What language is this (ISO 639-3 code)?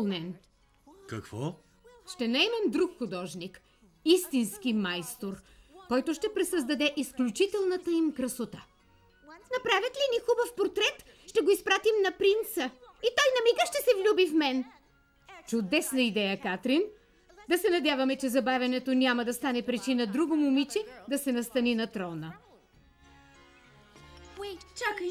bul